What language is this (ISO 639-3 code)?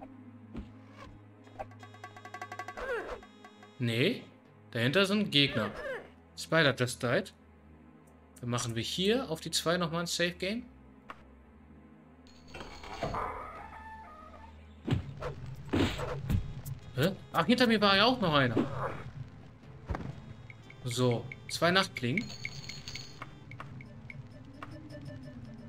deu